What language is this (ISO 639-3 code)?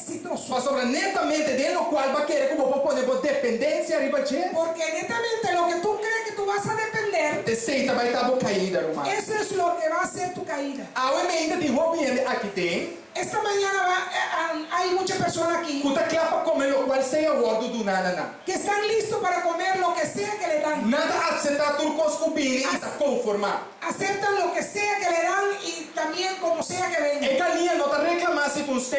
pap